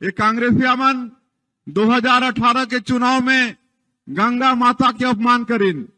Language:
Chhattisgarhi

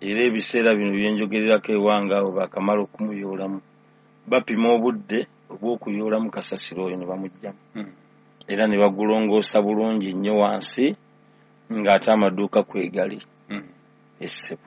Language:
Ganda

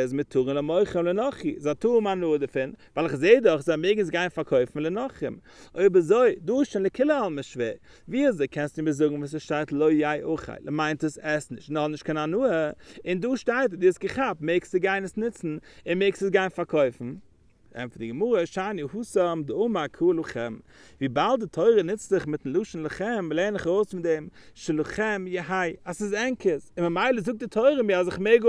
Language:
Yiddish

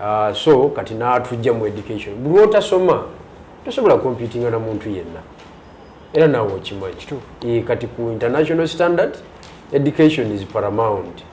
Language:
Ganda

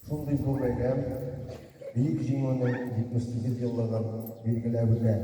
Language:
Tatar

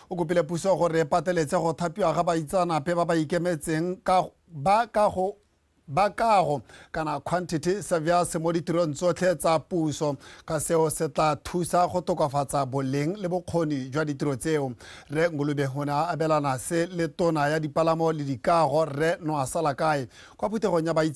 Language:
Tswana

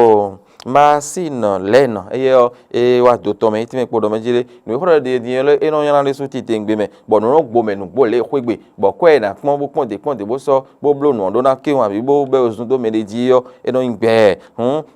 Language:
Fon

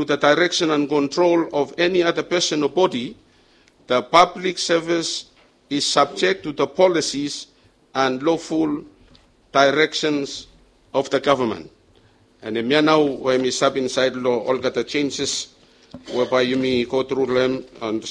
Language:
Bislama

